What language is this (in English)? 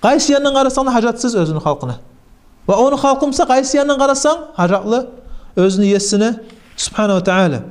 Kumyk